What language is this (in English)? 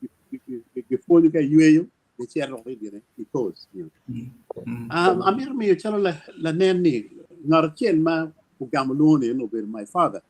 Acoli